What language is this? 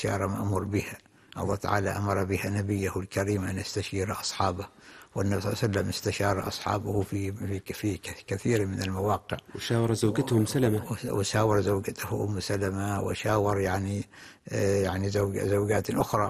Arabic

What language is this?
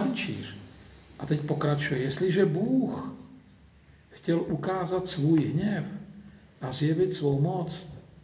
Czech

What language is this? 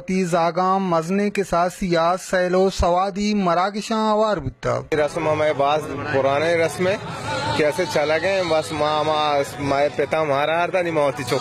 Baluchi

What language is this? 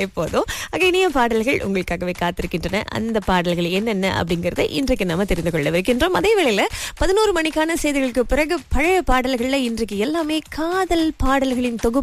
Tamil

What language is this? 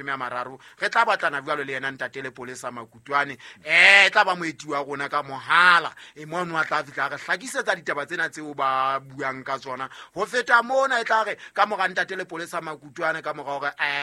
Southern Sotho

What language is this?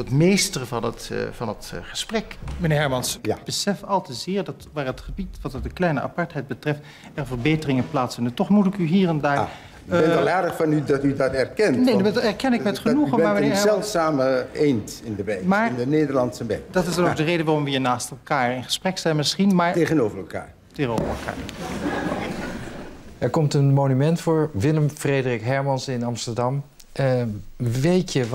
Dutch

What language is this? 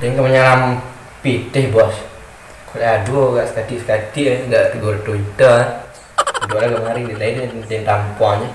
Minangkabau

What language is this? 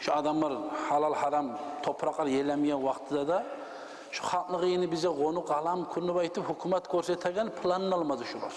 Kumyk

